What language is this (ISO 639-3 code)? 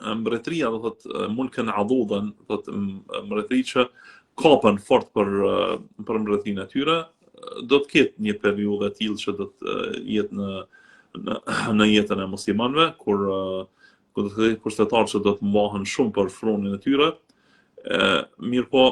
sqi